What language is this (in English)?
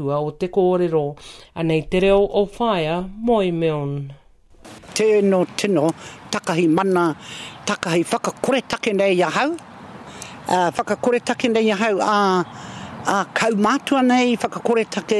Māori